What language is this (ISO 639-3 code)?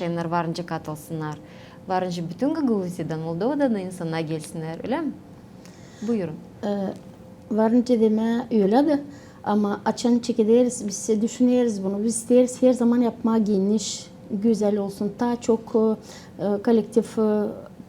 gag